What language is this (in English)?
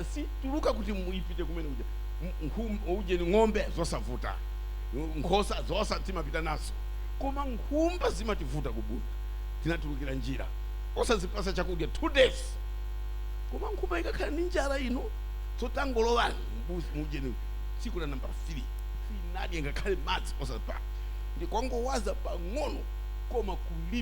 Nyanja